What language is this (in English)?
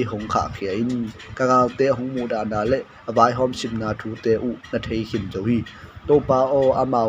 Tedim Chin